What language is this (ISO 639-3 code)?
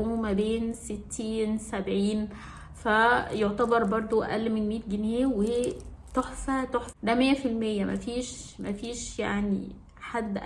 arz